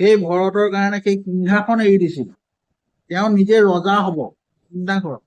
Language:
Assamese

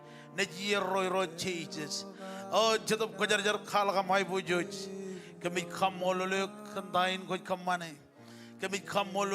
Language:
Marshallese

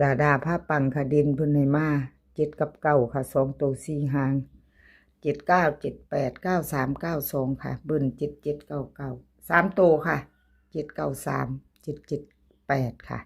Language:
Northeastern Thai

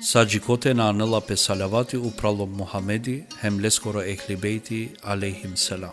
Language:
Balkan Romani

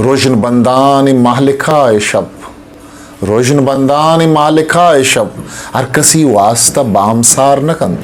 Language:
Eastern Balochi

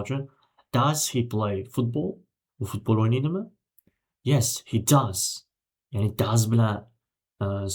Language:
Uzbek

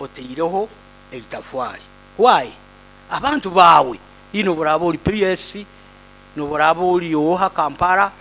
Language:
Nyoro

